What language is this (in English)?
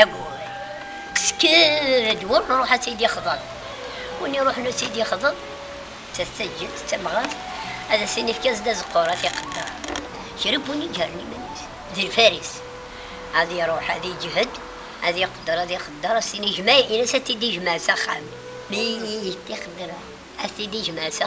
Kabyle